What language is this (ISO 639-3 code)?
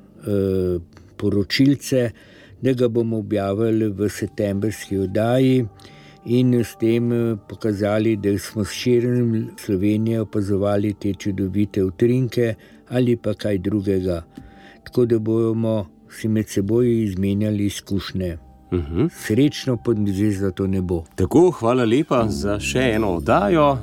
slv